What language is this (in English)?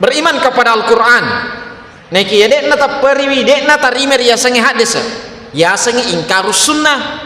Buginese